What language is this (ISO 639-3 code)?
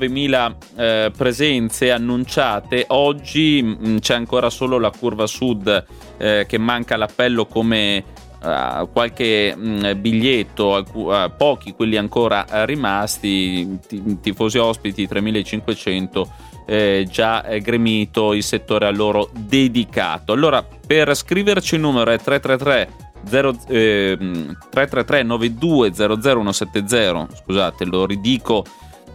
ita